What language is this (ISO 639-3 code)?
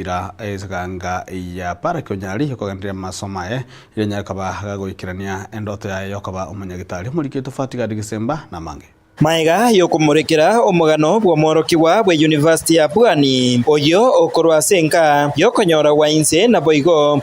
guz